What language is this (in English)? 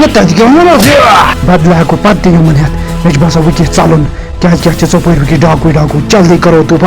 Kashmiri